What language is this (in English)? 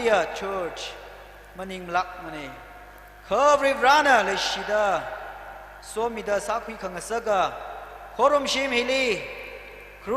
Tangkhul Naga (India)